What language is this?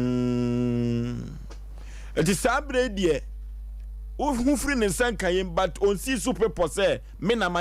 Akan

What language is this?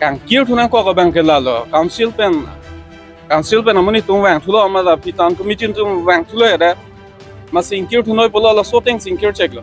Karbi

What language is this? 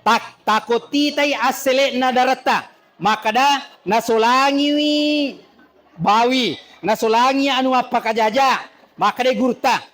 Buginese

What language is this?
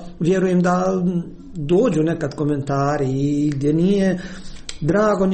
Croatian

